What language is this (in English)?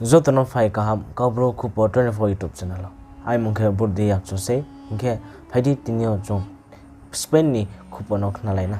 Riang (India)